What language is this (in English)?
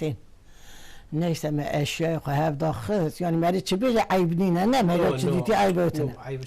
Kurdish